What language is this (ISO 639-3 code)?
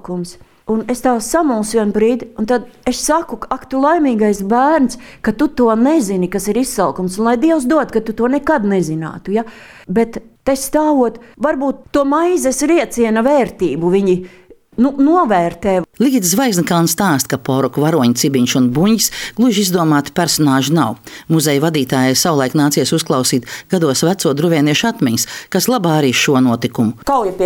lav